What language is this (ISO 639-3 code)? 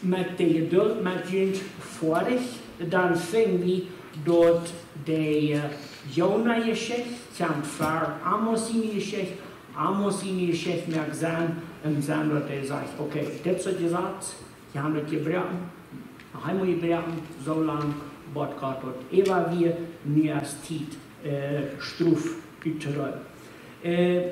pdt